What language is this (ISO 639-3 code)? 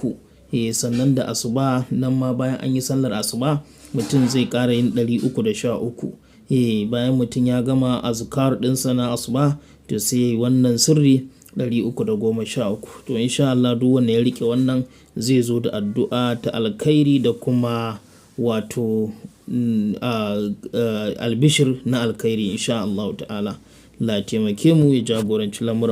hau